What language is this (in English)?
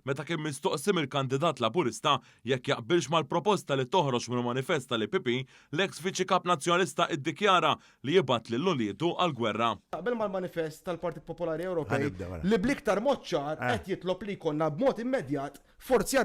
Maltese